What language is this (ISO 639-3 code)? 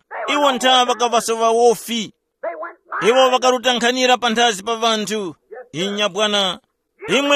tum